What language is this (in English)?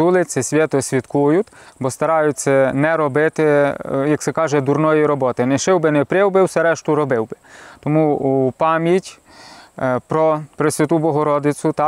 Ukrainian